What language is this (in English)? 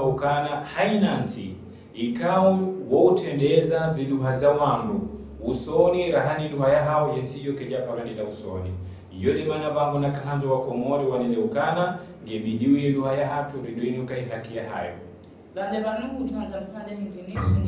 Ngazidja Comorian